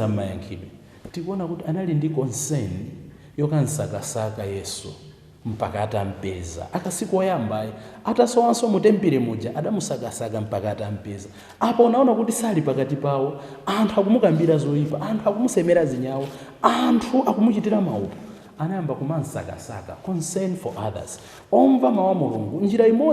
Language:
Nyanja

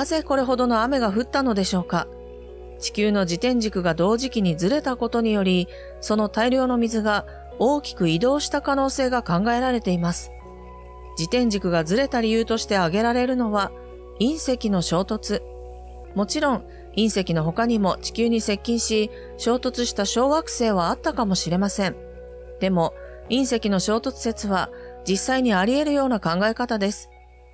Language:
Japanese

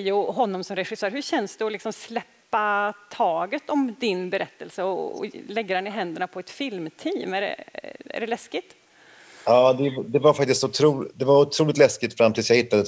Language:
Swedish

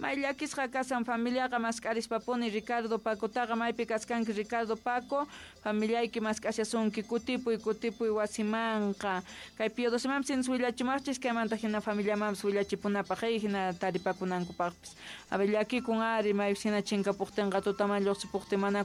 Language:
Quechua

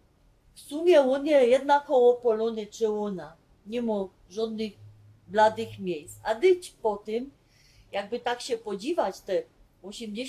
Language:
Silesian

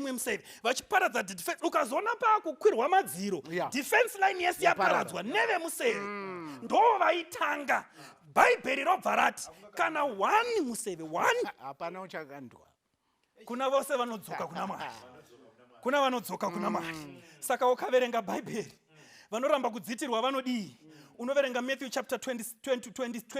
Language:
Shona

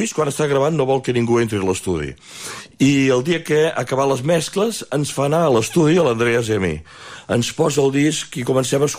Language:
Catalan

